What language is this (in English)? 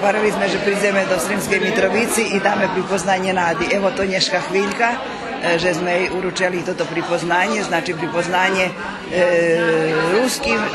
Rusyn